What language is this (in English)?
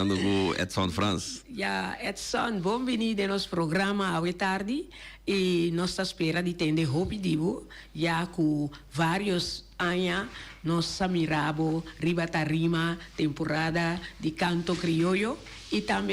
Papiamento